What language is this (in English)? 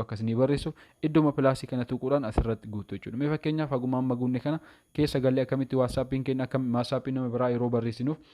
Oromo